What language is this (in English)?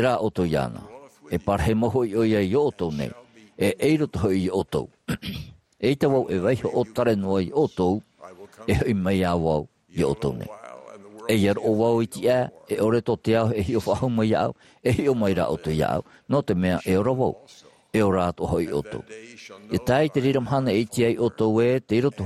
Tahitian